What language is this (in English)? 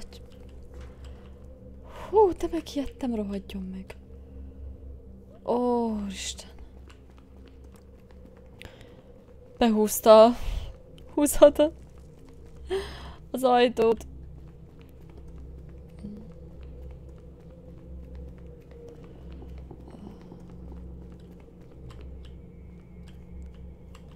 Hungarian